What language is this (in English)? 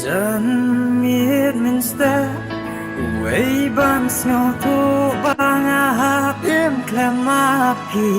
Khasi